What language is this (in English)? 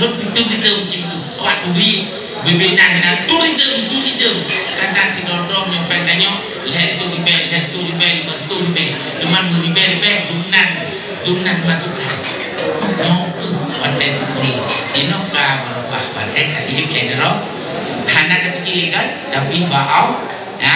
Achinese